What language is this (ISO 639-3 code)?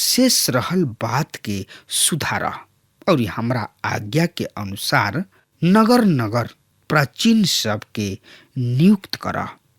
bho